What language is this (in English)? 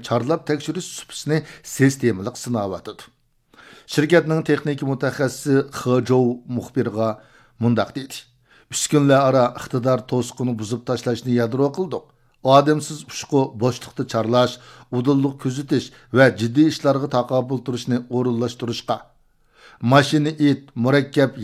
Uyghur